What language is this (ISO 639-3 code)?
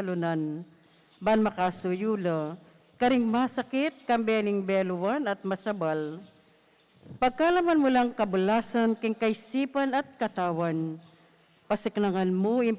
pam